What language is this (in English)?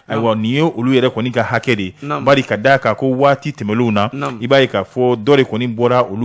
Bambara